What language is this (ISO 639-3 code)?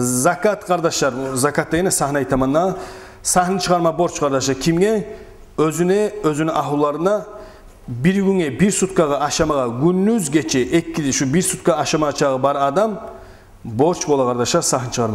kum